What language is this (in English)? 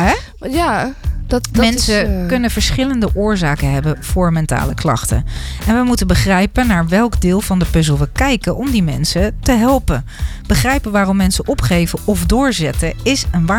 Dutch